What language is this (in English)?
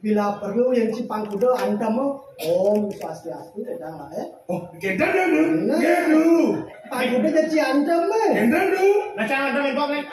Balinese